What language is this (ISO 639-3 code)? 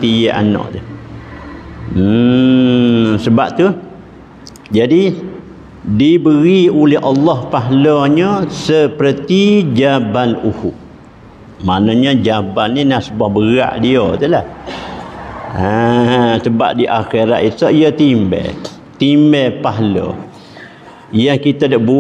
msa